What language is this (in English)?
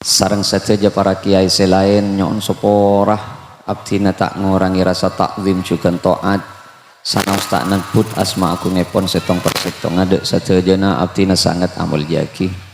Madurese